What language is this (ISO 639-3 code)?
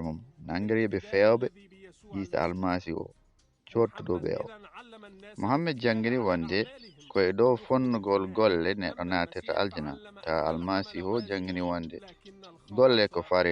ful